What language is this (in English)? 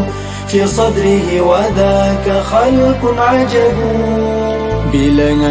Madurese